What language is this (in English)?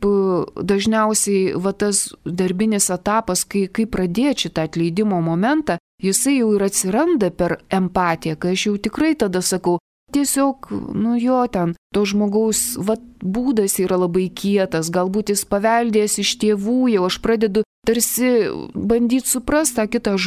Lithuanian